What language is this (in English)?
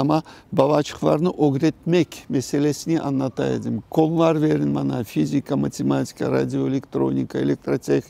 Crimean Tatar